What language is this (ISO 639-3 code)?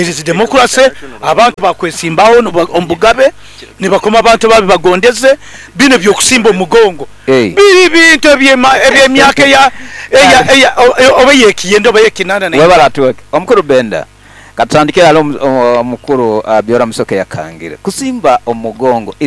nyn